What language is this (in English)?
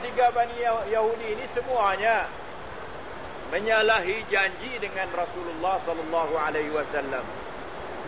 Malay